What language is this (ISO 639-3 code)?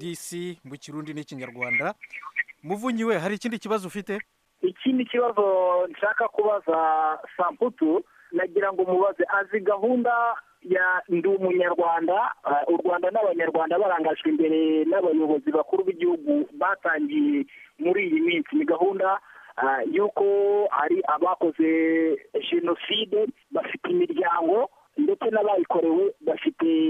kin